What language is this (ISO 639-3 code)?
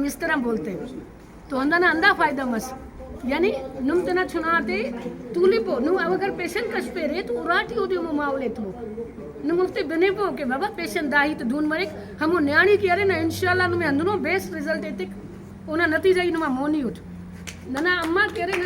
brh